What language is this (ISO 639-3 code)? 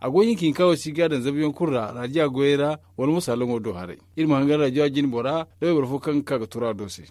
dje